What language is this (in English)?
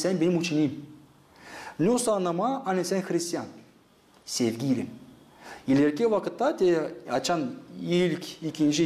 Gagauz